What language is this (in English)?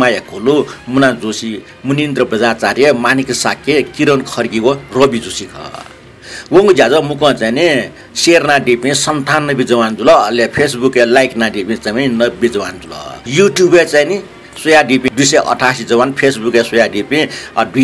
Newari